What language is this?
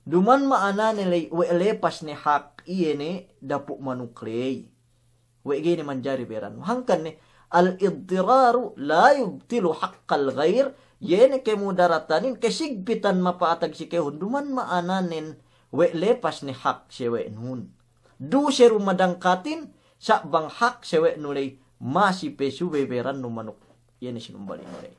Yakan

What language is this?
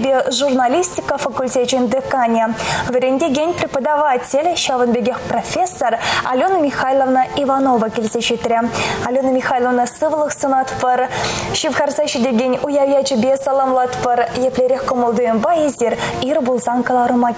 Chuvash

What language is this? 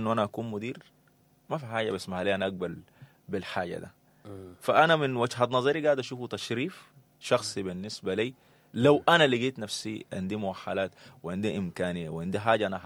Sudanese Arabic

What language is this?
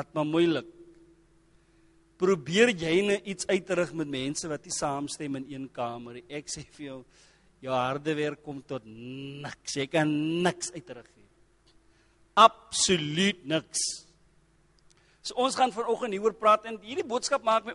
Afrikaans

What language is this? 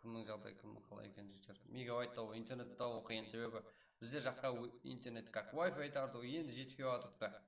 Kara-Kalpak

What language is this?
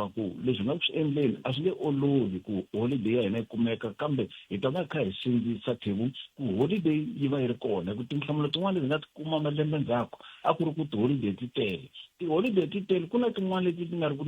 Tsonga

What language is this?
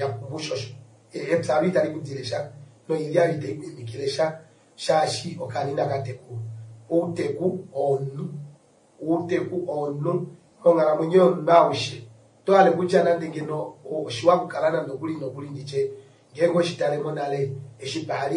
Kuanyama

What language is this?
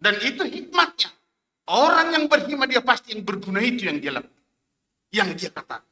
Batak Simalungun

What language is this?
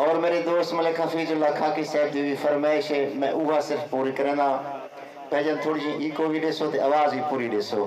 Saraiki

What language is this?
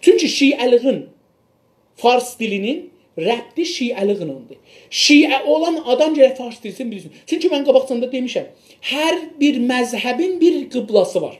South Azerbaijani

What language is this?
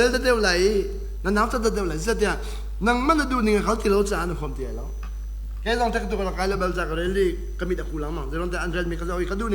Hakha Chin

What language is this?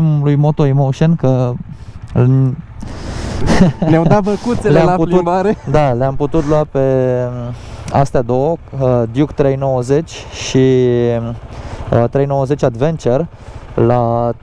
Romanian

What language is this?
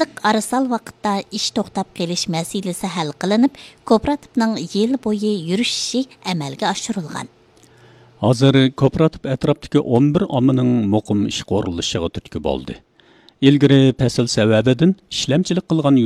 Uyghur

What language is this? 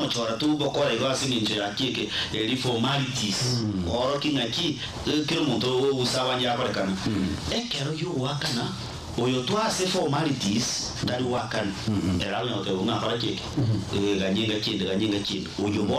Gusii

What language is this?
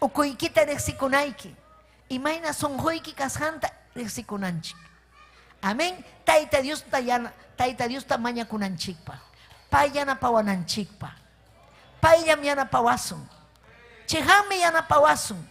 Ayacucho Quechua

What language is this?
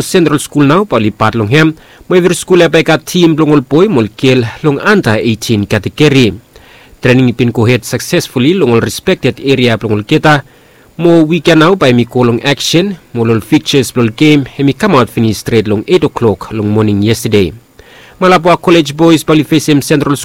Bislama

